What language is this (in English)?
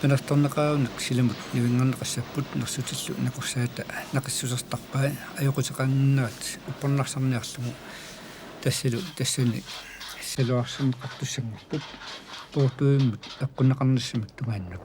Kalaallisut